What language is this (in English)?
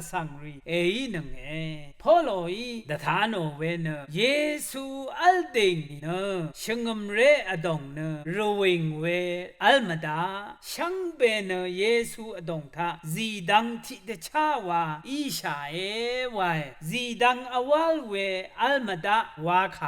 Rawang